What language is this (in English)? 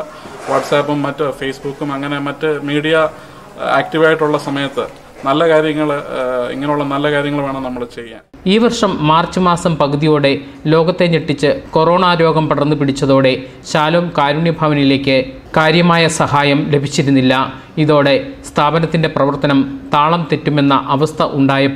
Malayalam